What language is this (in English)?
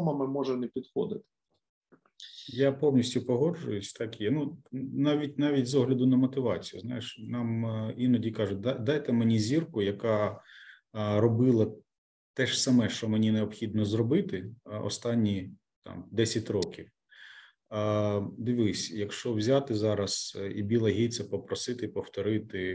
Ukrainian